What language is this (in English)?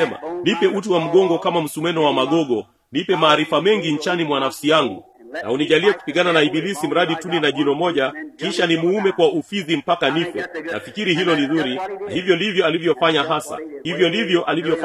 Swahili